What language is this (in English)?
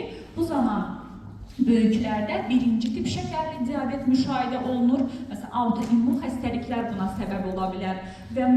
Azerbaijani